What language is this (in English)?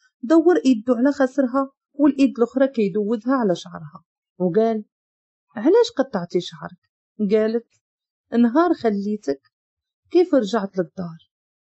Moroccan Arabic